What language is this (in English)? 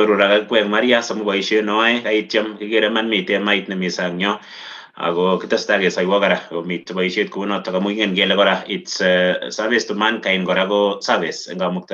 Kalenjin